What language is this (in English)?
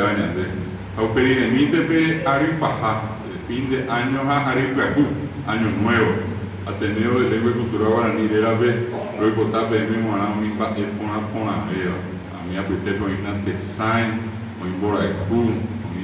Guarani